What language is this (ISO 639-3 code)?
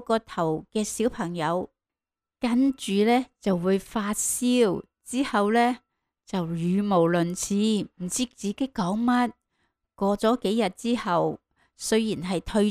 yue